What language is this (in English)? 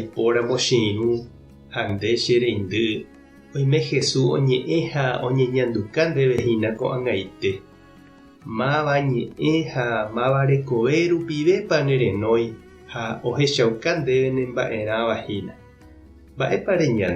Guarani